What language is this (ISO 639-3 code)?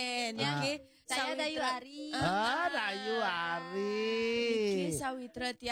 ban